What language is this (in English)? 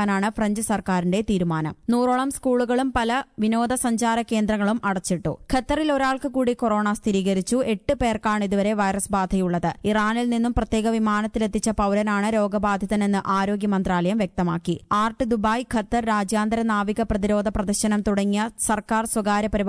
Malayalam